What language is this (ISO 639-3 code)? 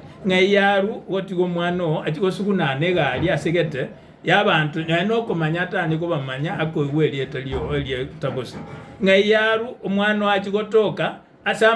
guz